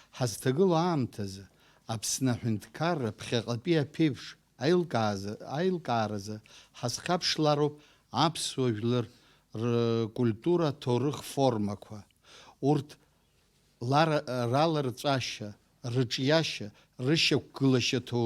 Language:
Abkhazian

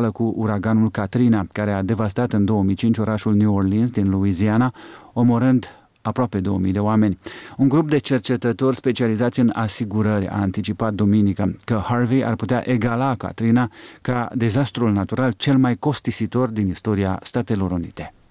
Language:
Romanian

